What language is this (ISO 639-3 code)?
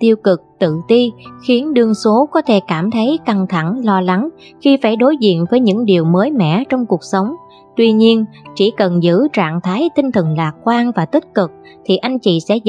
vie